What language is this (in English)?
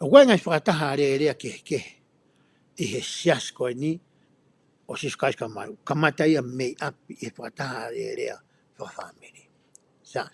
Tongan